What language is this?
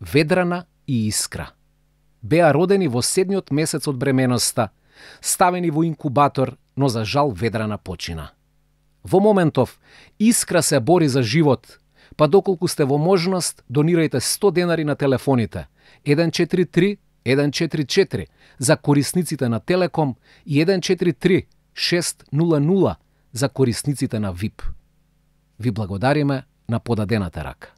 Macedonian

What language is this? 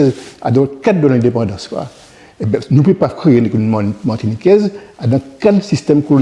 Guadeloupean Creole French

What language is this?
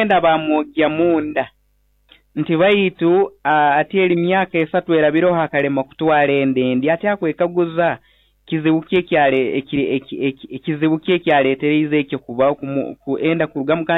Nyoro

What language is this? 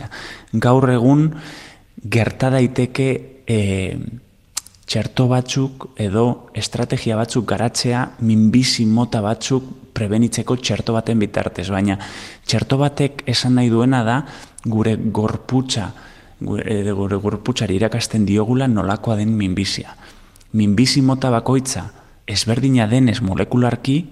Basque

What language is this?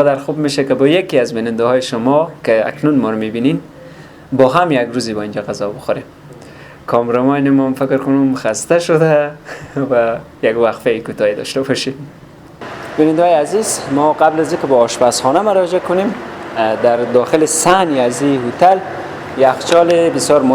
Persian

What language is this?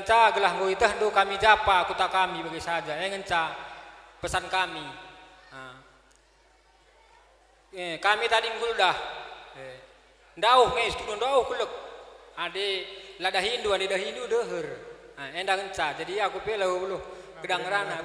Batak Karo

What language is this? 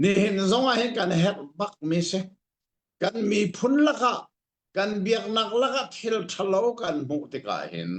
Hakha Chin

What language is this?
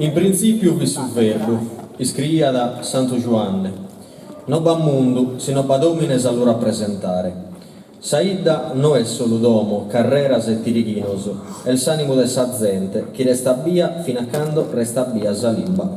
Sardinian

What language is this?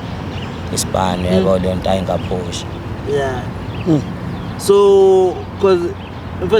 Zulu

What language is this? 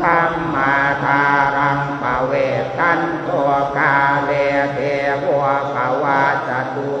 Pali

